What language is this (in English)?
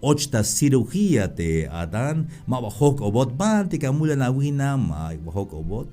Tzeltal